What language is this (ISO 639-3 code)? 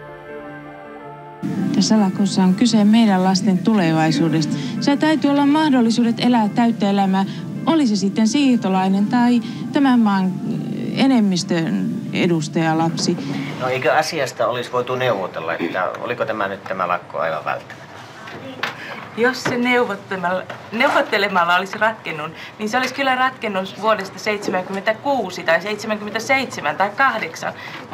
fin